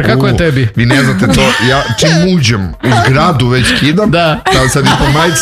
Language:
Serbian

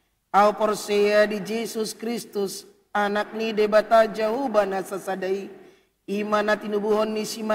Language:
Batak Toba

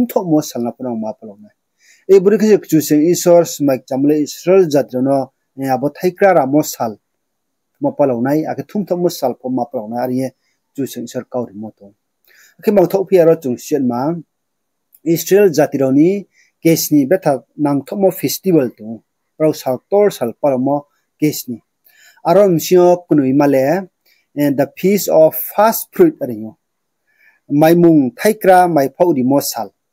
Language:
Riang (India)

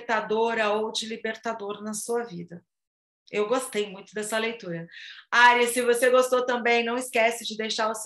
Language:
Portuguese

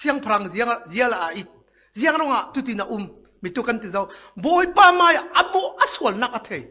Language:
Falam Chin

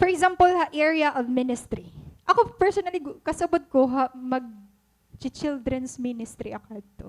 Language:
Waray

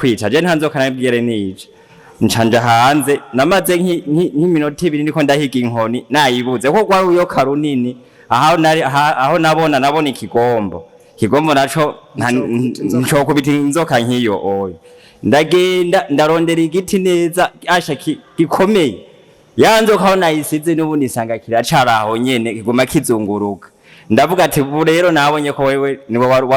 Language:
Rundi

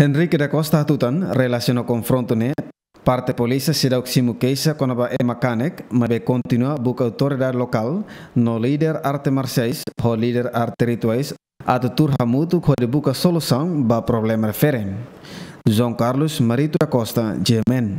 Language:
Tetum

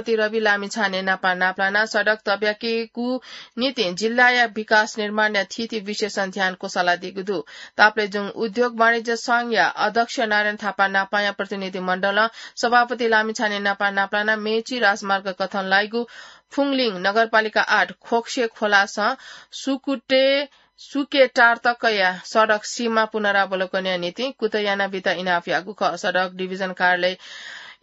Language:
Newari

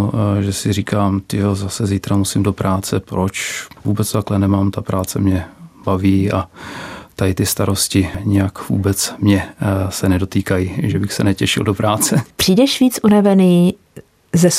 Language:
Czech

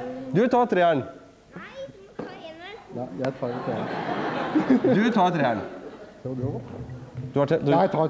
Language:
Norwegian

